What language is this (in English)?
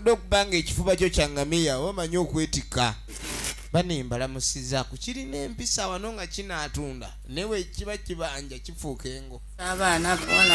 Ganda